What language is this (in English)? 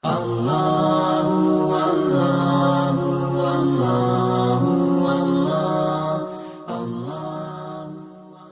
Musi